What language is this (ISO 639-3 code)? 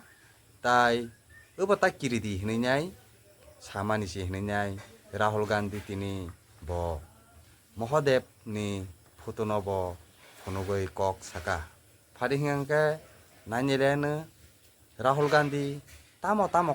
trp